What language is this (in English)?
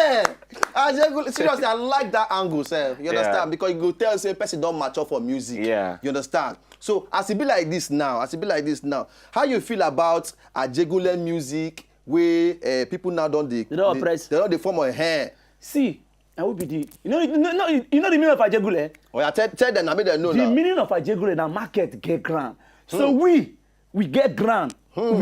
Nigerian Pidgin